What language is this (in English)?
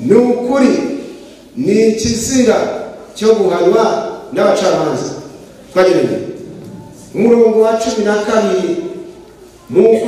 Kinyarwanda